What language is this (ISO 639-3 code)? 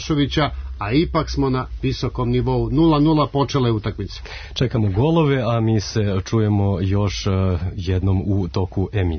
srp